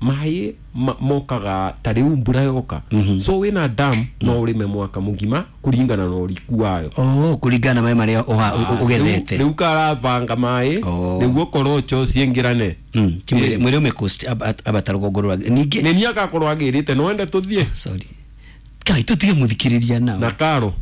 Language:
Kikuyu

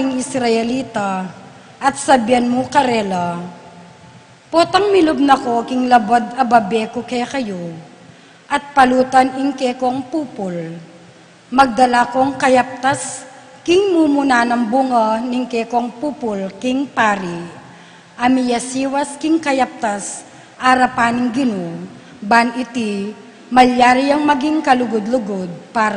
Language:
Pampanga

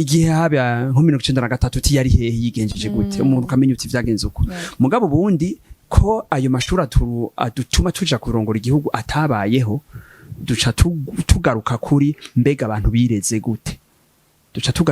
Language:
Rundi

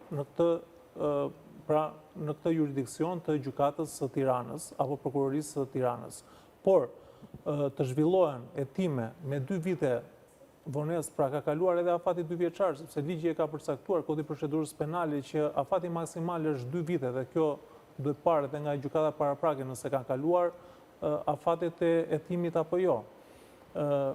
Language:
Albanian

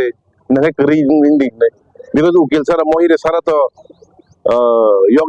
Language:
Kok Borok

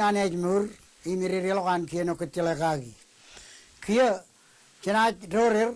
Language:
Marshallese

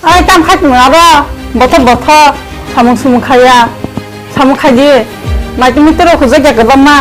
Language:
Kok Borok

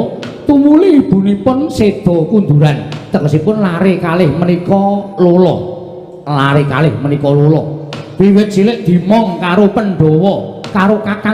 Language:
Javanese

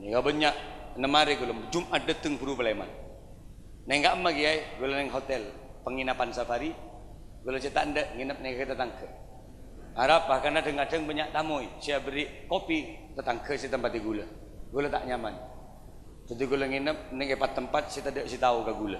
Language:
Madurese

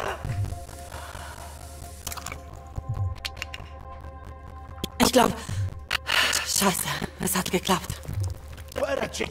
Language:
German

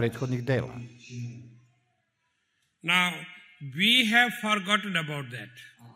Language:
Serbian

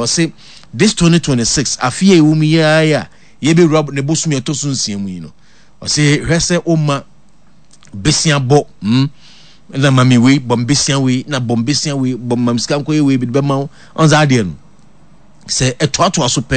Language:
Akan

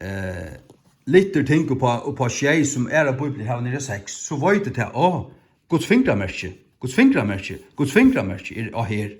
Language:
Faroese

